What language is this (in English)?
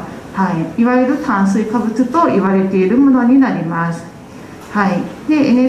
Japanese